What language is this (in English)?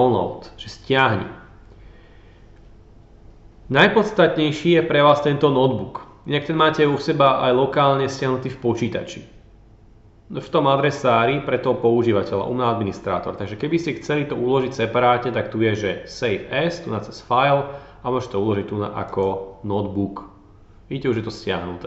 Slovak